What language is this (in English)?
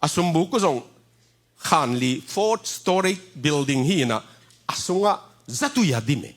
Tedim Chin